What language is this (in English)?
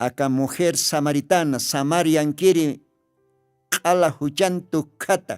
Aymara